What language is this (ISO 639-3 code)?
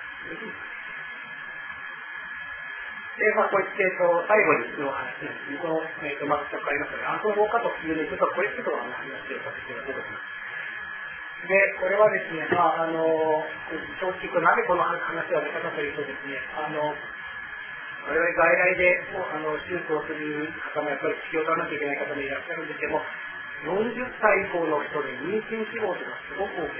jpn